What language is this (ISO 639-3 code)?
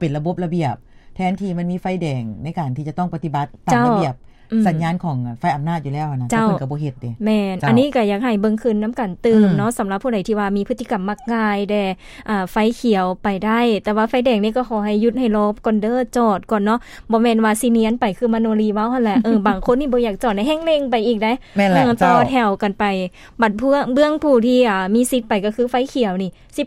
lao